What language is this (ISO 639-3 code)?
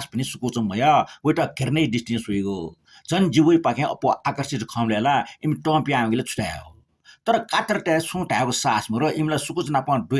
new